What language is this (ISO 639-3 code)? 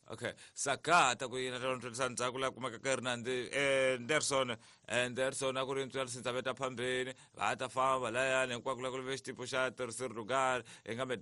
tso